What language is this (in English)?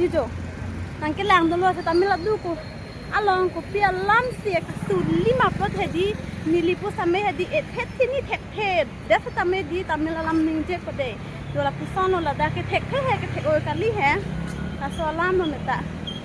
Karbi